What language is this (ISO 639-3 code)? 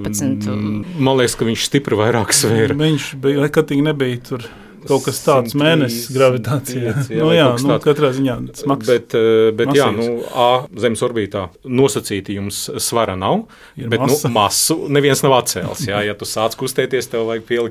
lav